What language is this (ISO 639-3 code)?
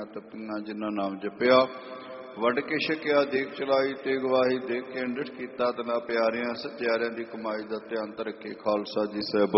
pan